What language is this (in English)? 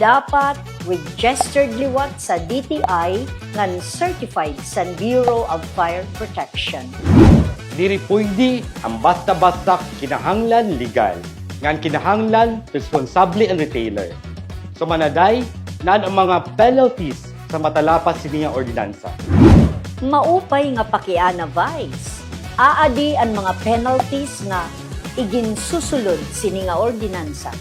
Waray